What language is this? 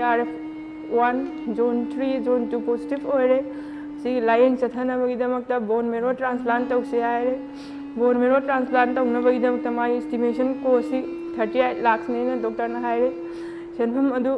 Manipuri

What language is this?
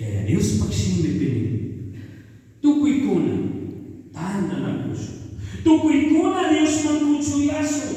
Chimborazo Highland Quichua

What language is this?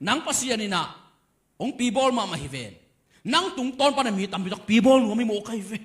Tedim Chin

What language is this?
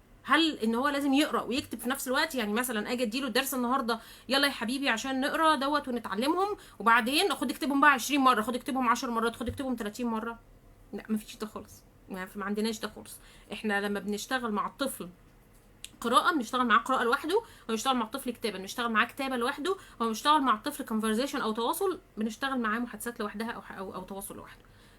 Egyptian Arabic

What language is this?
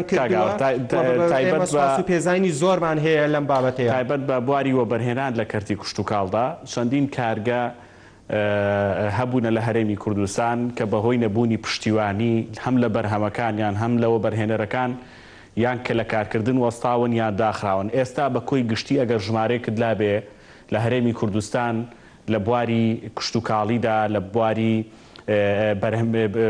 Central Kurdish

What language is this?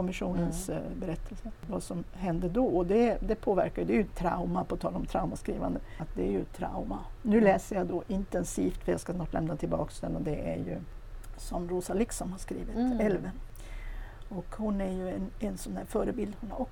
Swedish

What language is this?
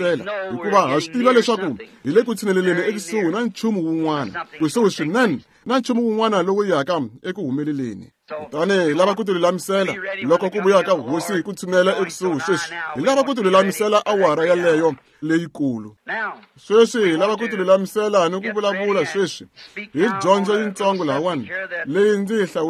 Tsonga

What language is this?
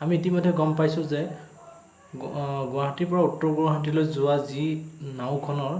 Assamese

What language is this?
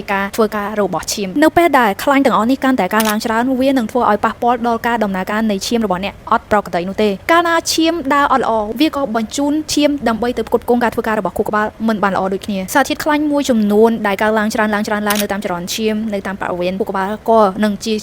Khmer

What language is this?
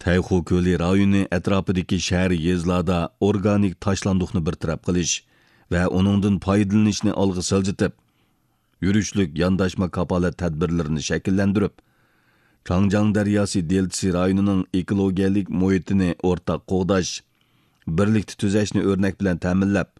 Uyghur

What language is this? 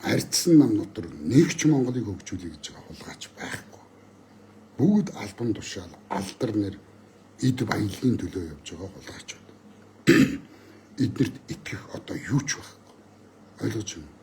Mongolian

